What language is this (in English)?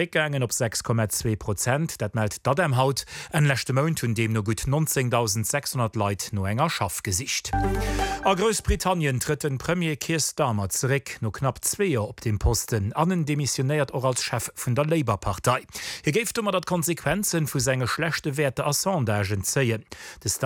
Luxembourgish